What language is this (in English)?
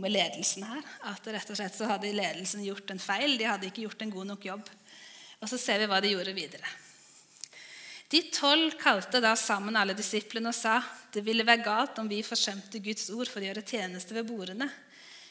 Norwegian